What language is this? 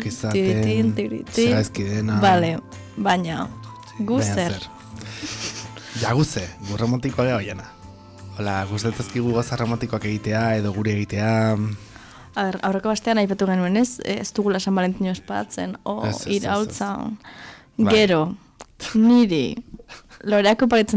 Basque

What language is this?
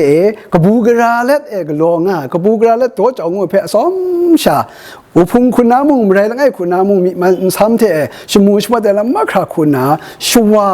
Kachin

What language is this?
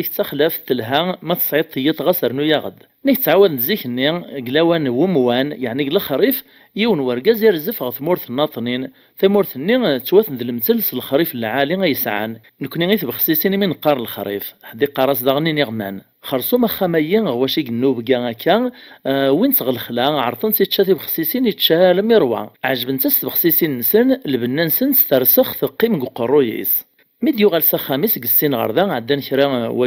Kabyle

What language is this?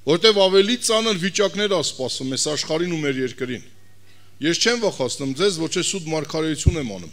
Armenian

